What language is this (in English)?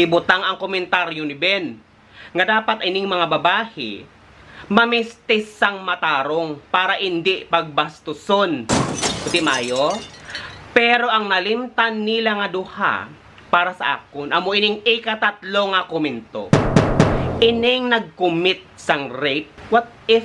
Hiligaynon